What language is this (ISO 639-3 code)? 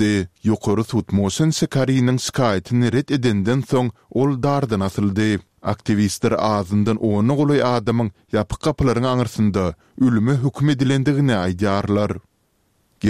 tuk